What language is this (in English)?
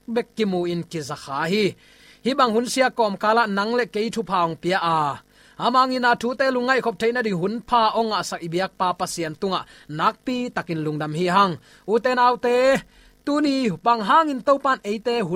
Tedim Chin